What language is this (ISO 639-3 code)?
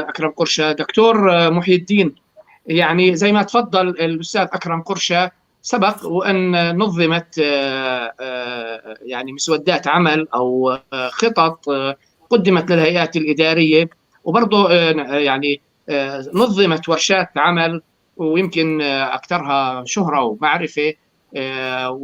apc